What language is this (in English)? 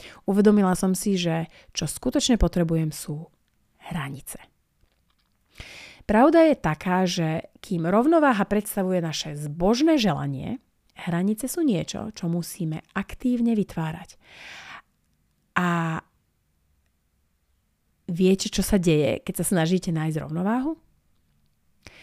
Slovak